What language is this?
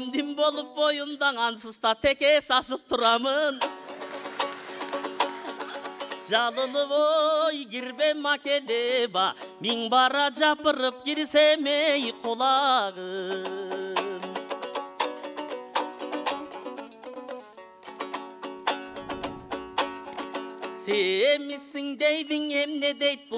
Kyrgyz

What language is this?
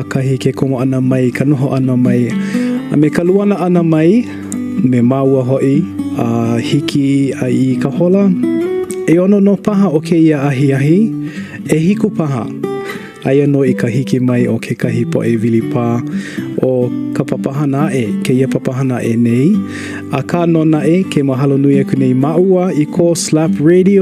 Hawaiian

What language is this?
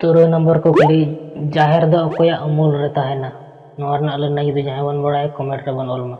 Santali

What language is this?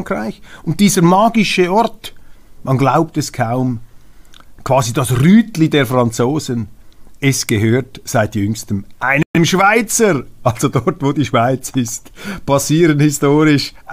German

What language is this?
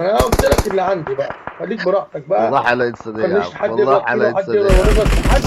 Egyptian Arabic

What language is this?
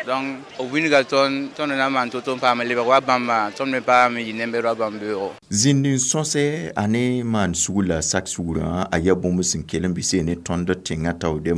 Mossi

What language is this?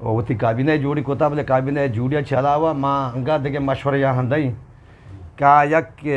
Eastern Balochi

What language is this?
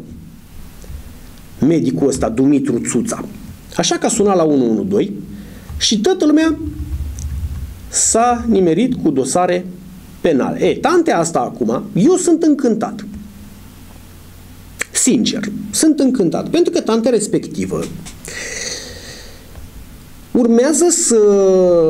Romanian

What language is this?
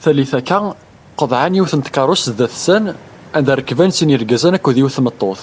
Kabyle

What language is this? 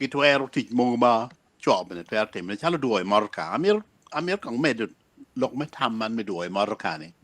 Acoli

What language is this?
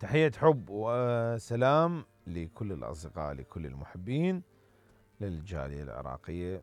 Mesopotamian Arabic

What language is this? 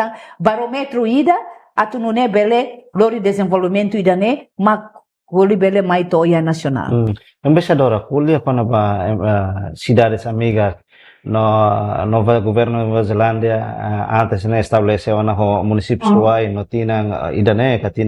Tetum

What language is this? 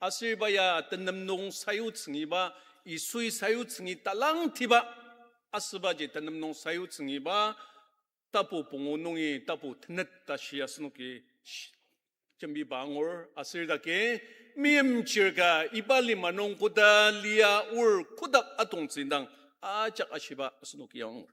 Ao Naga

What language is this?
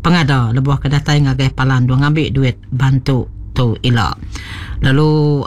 Iban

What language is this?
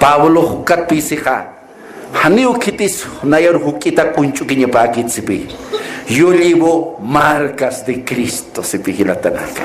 Aymara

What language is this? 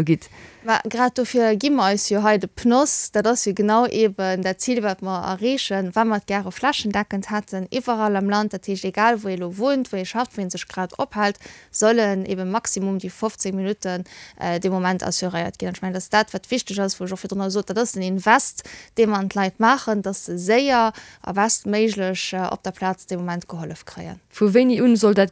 Luxembourgish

